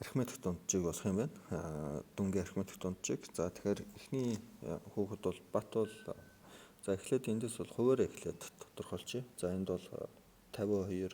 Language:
Mongolian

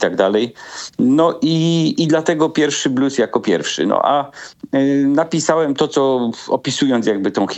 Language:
Polish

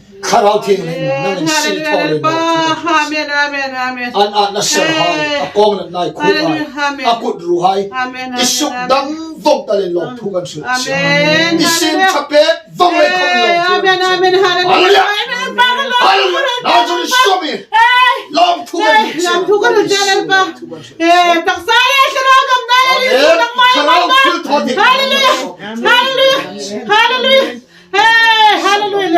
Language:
Hmar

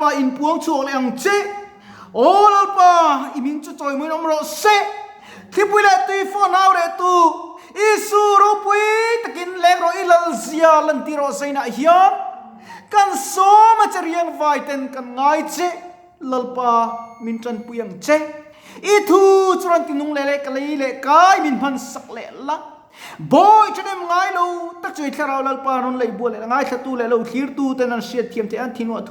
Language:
Mizo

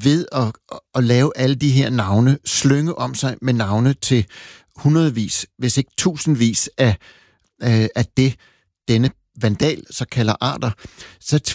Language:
Danish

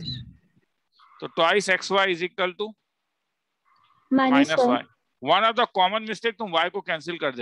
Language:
Hindi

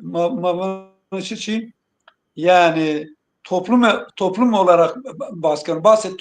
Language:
Zaza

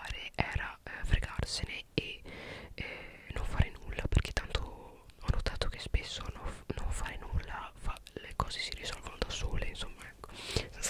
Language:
Italian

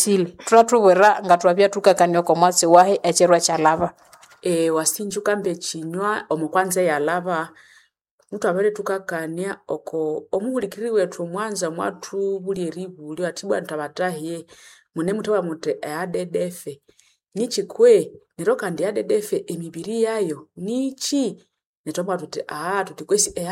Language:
Nande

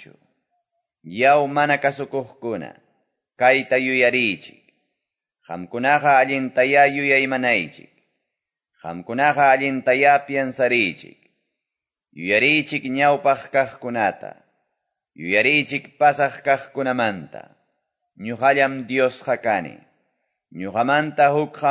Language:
Quechua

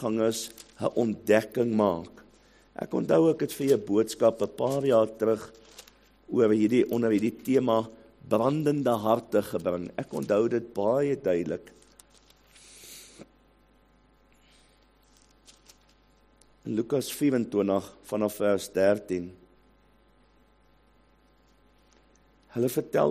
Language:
Afrikaans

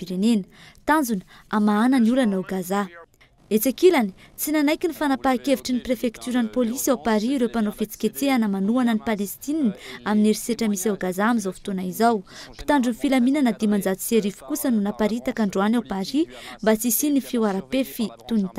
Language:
Malagasy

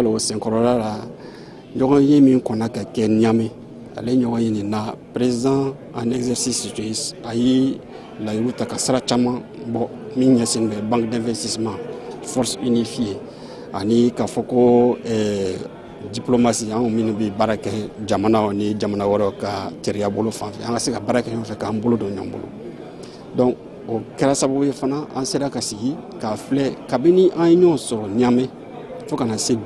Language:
Bambara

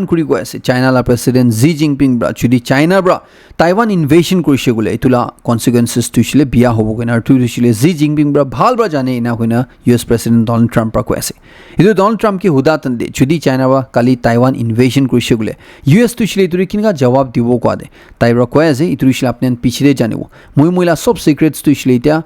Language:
Naga Pidgin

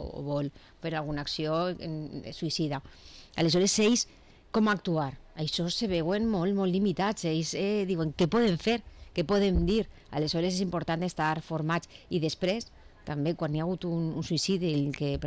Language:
Catalan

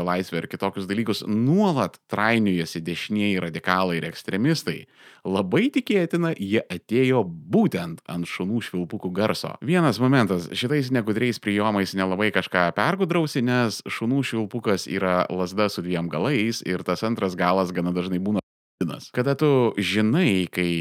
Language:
Lithuanian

